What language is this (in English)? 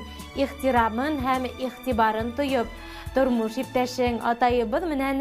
Bashkir